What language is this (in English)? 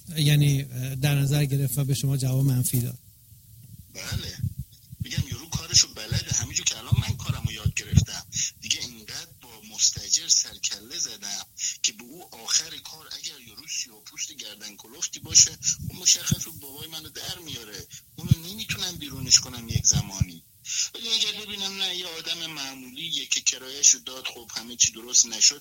Persian